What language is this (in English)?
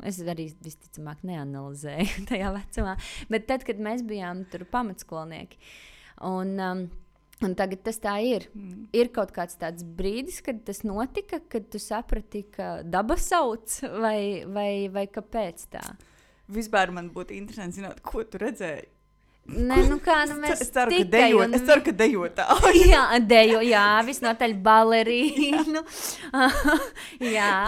Latvian